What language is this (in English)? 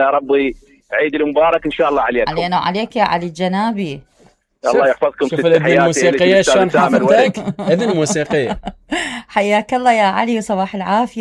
Mesopotamian Arabic